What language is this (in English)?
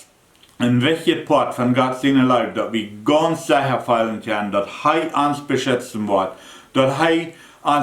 Plautdietsch